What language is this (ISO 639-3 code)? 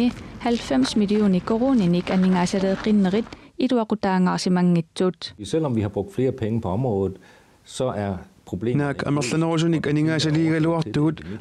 kal